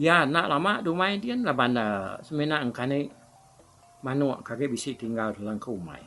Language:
Iban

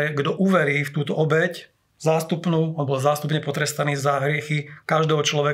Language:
Slovak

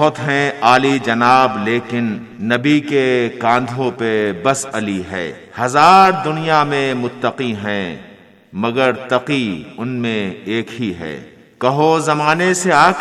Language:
Urdu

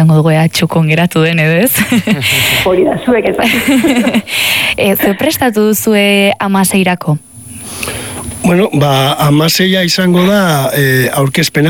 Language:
Basque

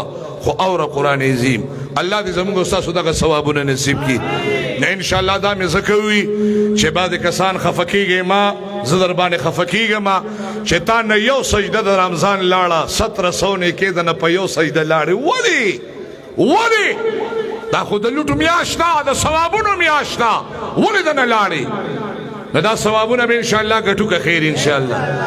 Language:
Pashto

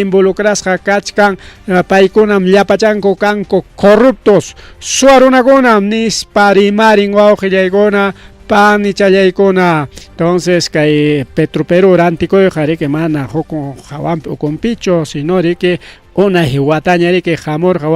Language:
Ayacucho Quechua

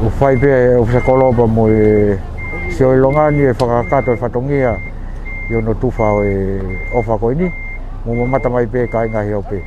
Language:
Tongan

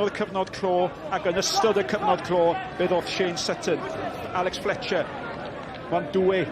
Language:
Welsh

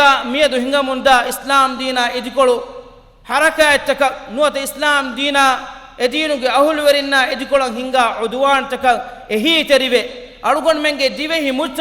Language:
Divehi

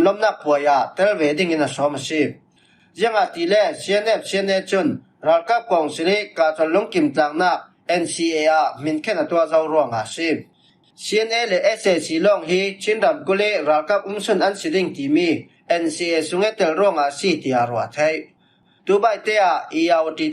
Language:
Falam Chin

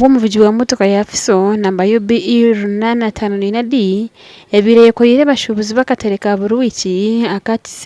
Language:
Nyankole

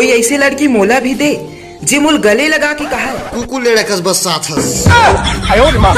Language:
Chhattisgarhi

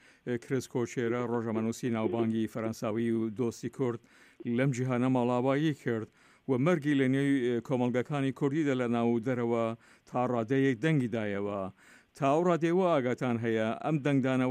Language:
Central Kurdish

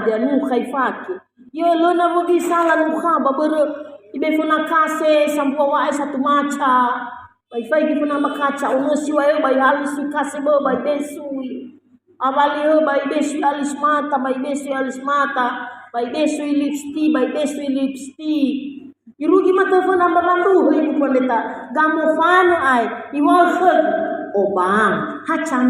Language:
Nias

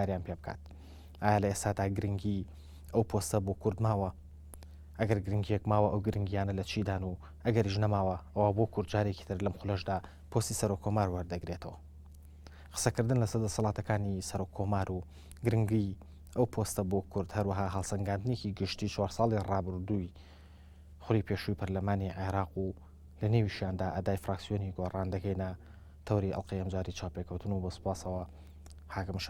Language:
Central Kurdish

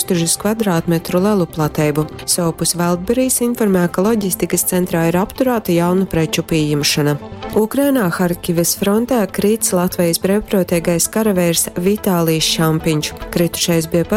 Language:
Latgalian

